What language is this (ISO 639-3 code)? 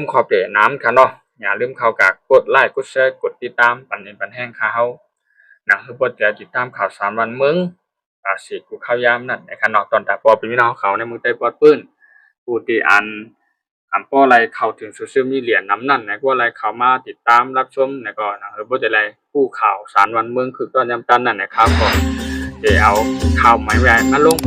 shn